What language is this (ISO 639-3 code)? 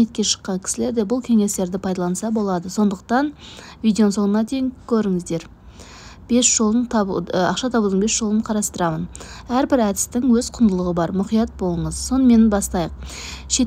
kaz